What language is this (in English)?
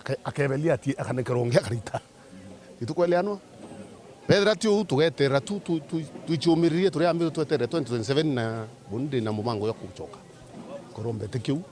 Meru